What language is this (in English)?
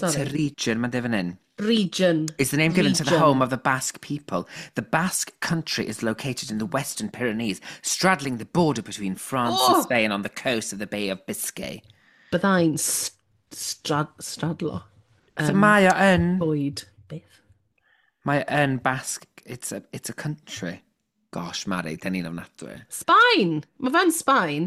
Welsh